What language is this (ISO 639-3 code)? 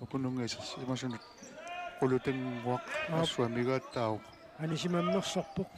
kal